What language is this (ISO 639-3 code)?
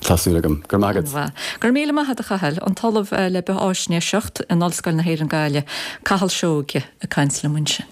gle